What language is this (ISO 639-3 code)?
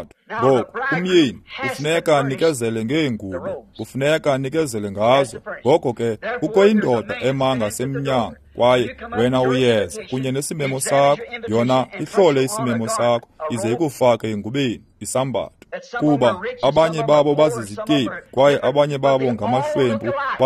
xho